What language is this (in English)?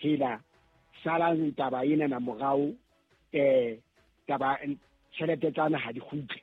Southern Sotho